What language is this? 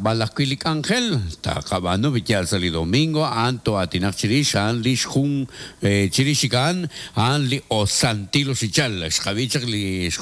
Kekchí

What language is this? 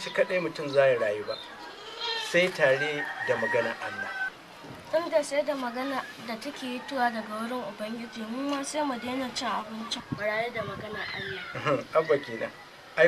Hausa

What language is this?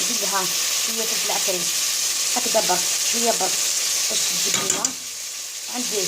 Algerian Arabic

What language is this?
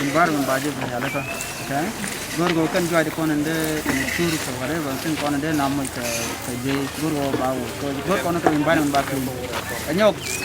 Nuer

